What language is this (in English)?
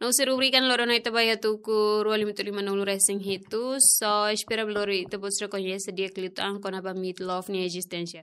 Tetum